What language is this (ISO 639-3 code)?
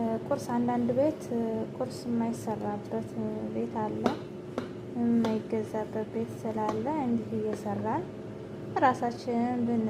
amh